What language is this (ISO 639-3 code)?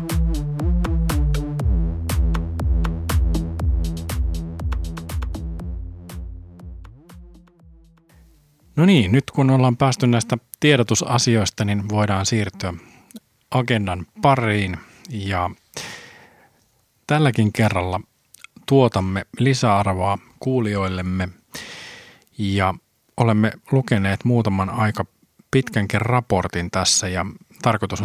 fin